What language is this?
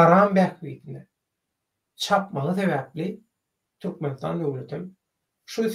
Turkmen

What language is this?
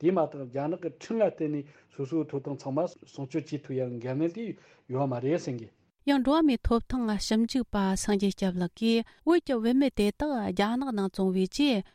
Tibetan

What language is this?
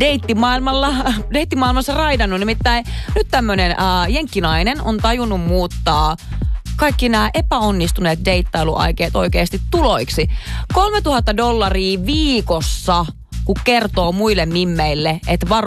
Finnish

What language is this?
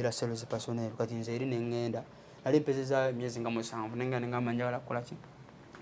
Ganda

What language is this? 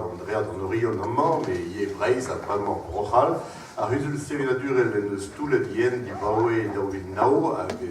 Breton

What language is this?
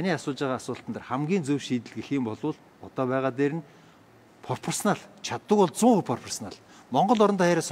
Mongolian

